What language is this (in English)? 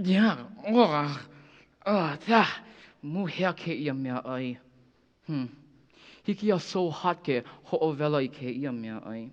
Hawaiian